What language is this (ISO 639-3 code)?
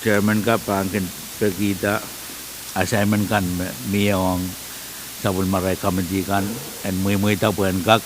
pon